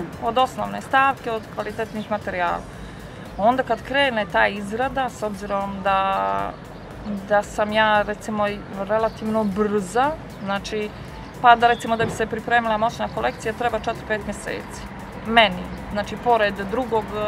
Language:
Croatian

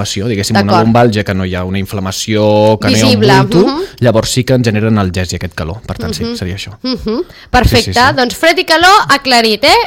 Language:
Catalan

